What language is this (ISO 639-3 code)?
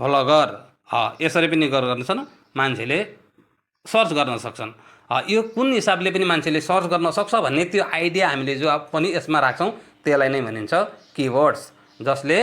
nep